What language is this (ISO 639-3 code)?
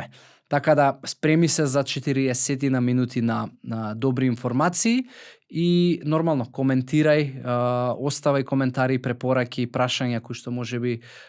mkd